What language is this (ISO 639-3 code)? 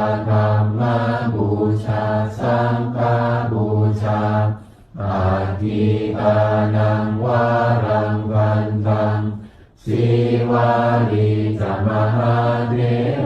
pli